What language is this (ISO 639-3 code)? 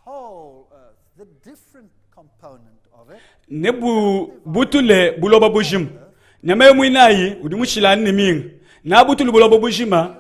lua